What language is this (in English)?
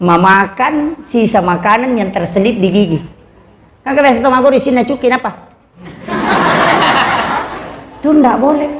Buginese